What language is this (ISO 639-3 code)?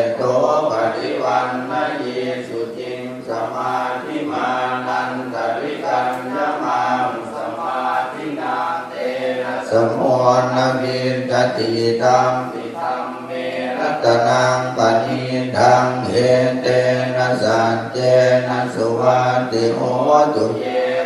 pli